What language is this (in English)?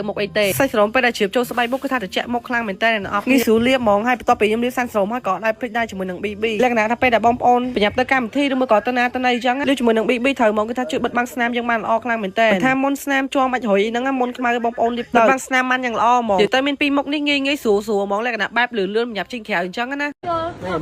Khmer